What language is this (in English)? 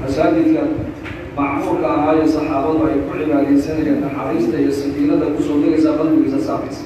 Somali